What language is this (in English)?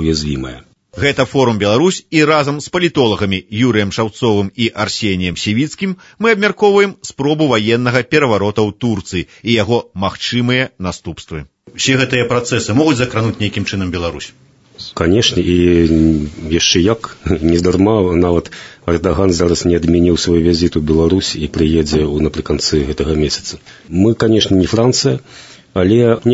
Belarusian